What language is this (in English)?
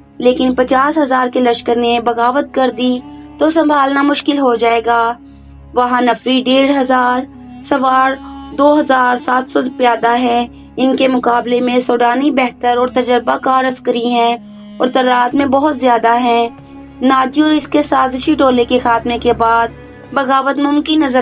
Urdu